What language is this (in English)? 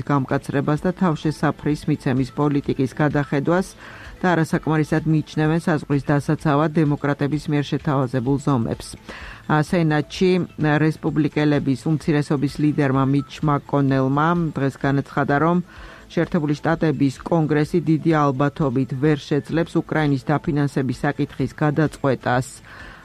Georgian